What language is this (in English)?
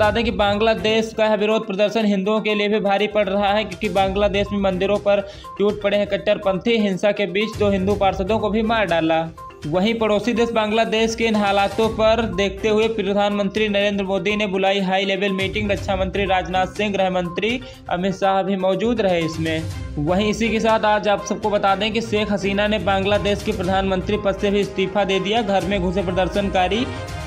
Hindi